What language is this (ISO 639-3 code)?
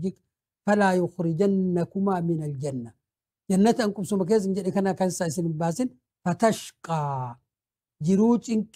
orm